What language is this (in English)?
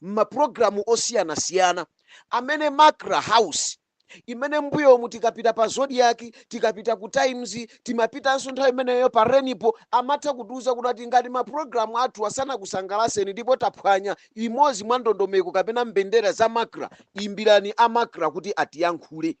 Nyanja